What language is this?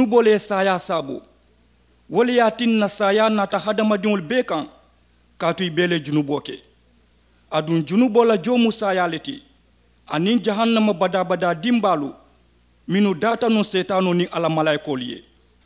Mandingo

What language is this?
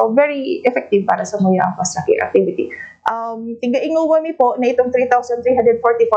Bikol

